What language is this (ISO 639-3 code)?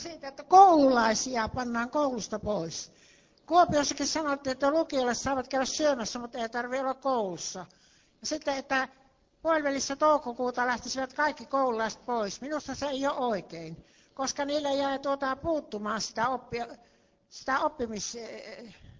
fin